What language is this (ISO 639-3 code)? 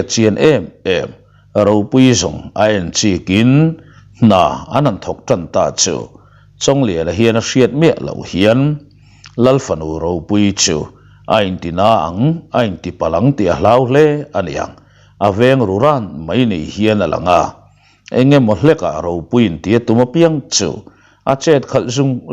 lus